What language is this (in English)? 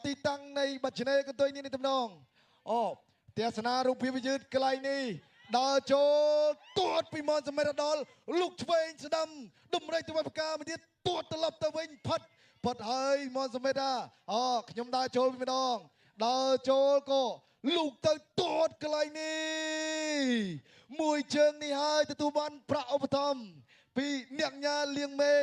Khmer